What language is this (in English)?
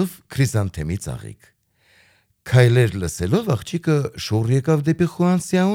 Armenian